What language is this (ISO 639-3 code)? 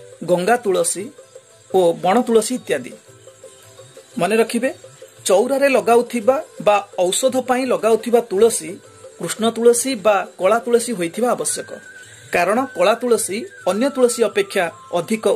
ori